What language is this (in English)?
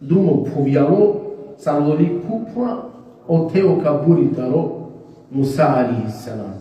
Balkan Romani